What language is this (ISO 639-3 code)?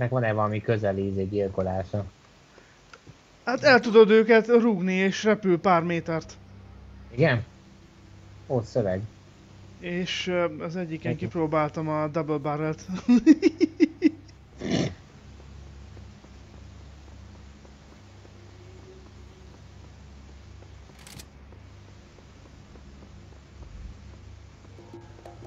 hun